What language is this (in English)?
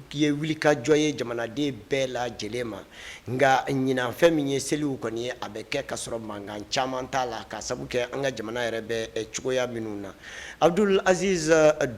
Bambara